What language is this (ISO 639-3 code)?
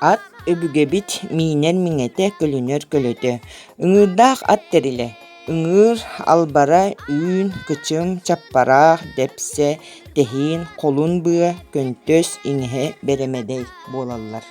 sah